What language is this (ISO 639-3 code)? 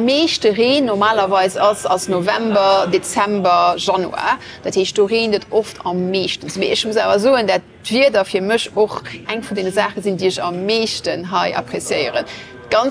ltz